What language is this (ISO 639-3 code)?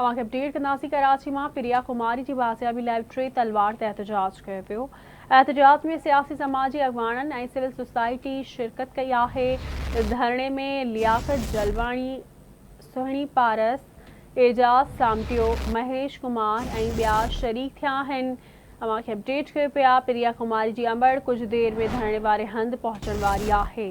snd